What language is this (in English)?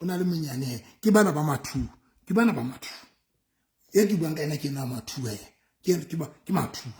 Southern Sotho